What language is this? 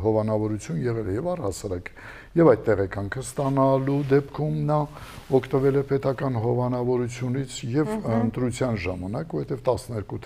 Armenian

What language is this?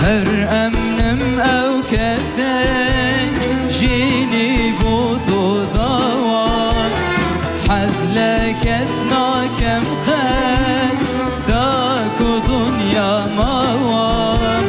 Kurdish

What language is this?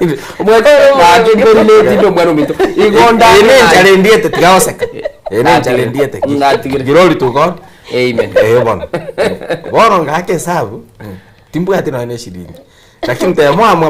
Gusii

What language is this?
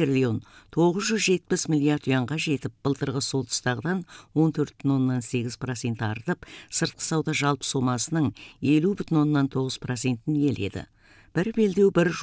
Kazakh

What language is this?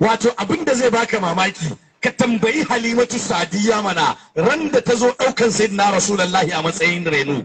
Hausa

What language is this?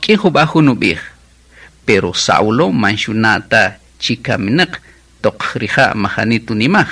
Kaqchikel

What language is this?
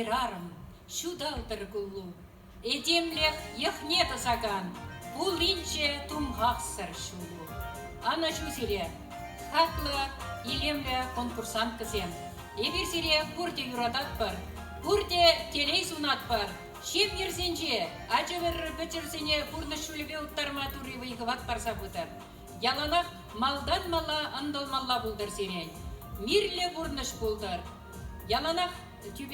Chuvash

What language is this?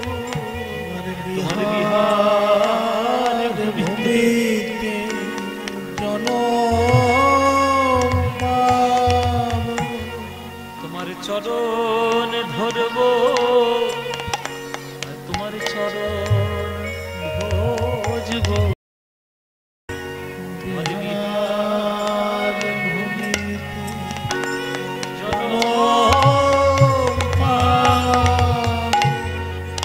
Bangla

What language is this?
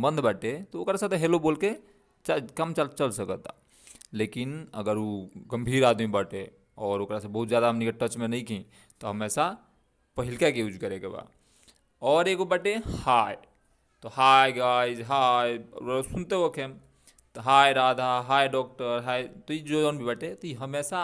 Bhojpuri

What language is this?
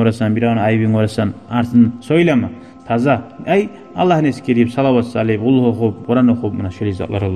Kumyk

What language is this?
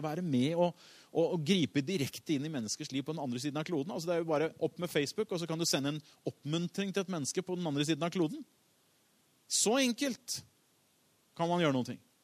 Norwegian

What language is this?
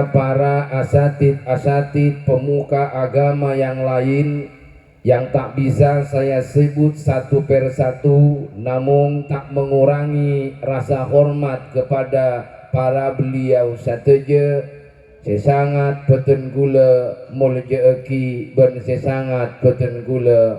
Madurese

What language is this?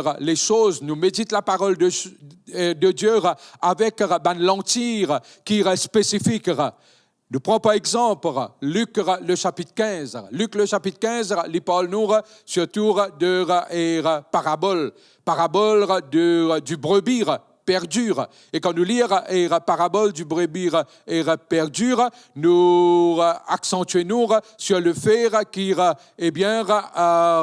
Morisyen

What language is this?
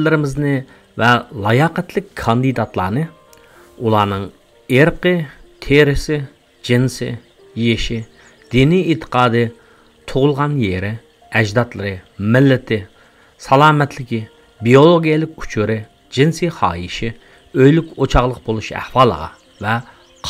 Uyghur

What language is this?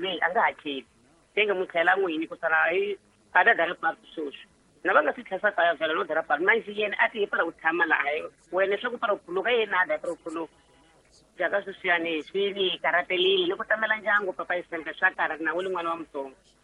Tsonga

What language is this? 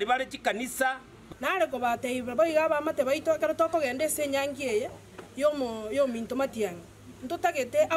Gusii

